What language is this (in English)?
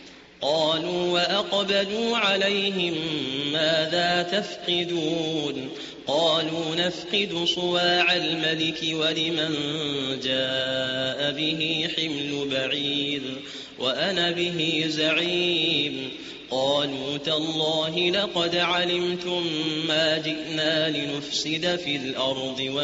Arabic